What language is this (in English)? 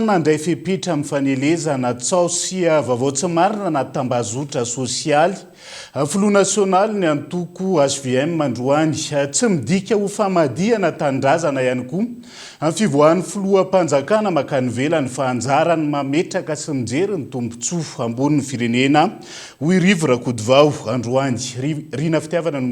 Malagasy